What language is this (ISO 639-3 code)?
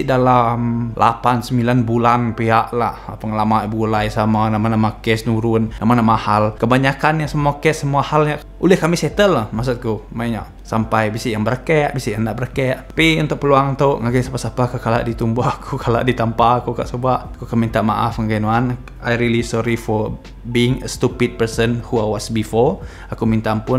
iba